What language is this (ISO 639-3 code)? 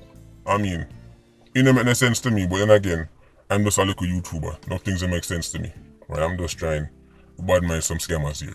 jam